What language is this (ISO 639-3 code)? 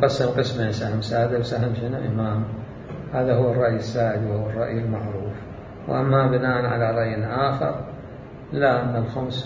acm